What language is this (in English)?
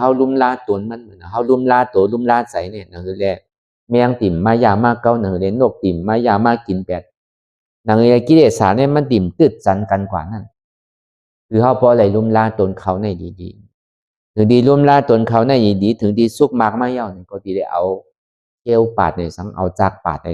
Shan